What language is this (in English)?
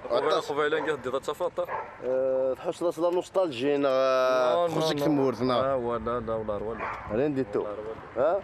Kabyle